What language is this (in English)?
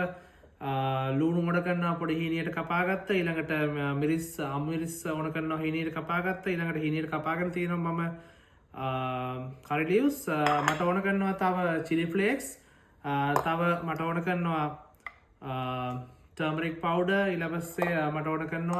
Sinhala